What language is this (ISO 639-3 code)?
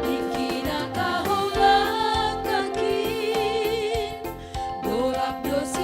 bts